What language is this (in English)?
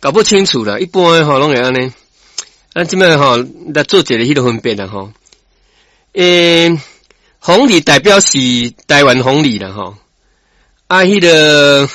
Min Nan Chinese